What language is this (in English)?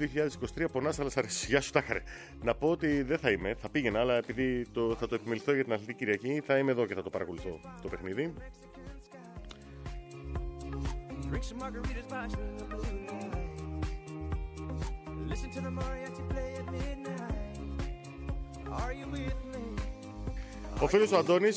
Greek